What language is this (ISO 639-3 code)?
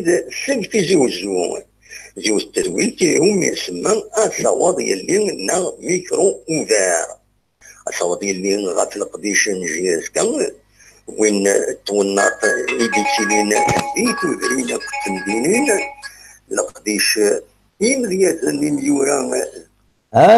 kab